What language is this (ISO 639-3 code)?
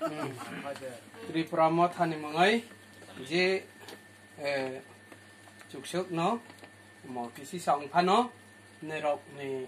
trp